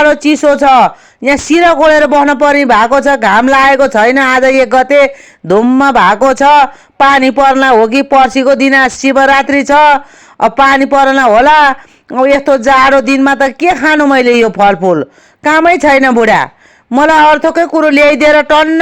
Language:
Nepali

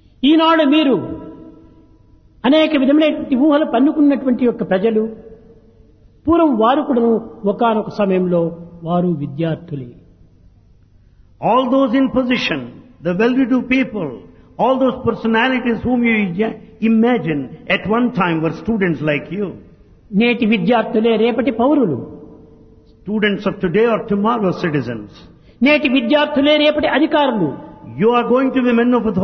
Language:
Telugu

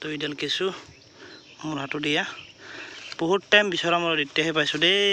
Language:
Assamese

